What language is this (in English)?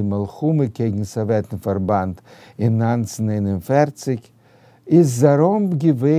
Yiddish